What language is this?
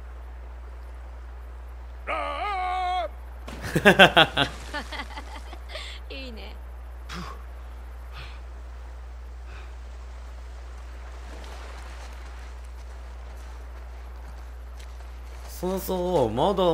Japanese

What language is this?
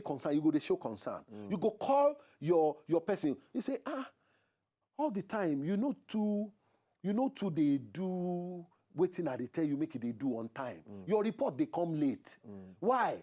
Nigerian Pidgin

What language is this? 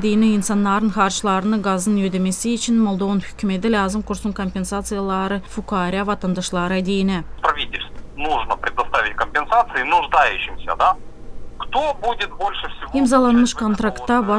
Gagauz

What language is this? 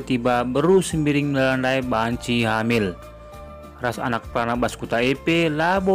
Batak Karo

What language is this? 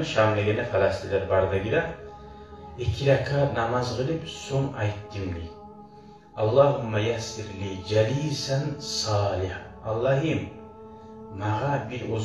Kumyk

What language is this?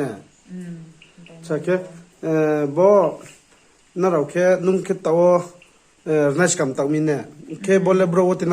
Riang (India)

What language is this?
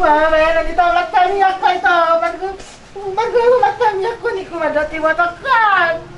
Batak Toba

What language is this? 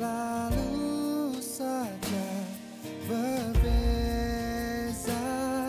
Malay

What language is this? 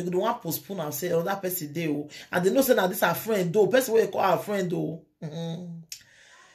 Nigerian Pidgin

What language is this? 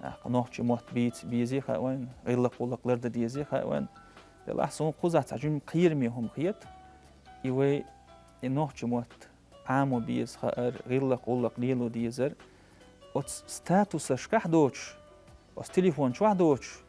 Chechen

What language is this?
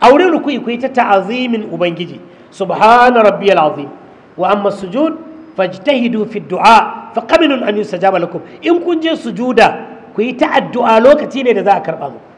Hausa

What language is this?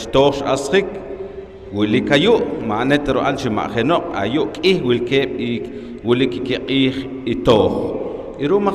Poqomchi'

